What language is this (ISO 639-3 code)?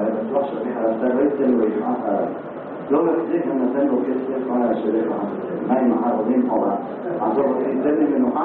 heb